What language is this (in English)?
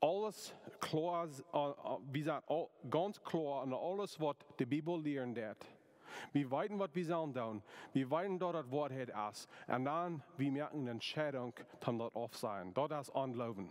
Plautdietsch